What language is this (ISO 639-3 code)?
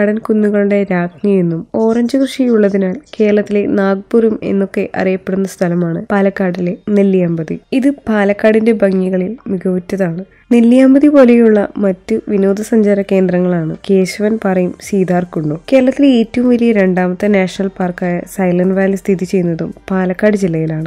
mal